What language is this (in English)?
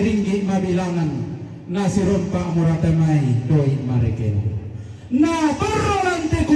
Toraja-Sa'dan